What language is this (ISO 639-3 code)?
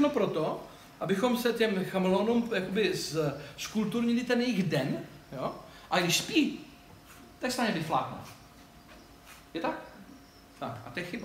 ces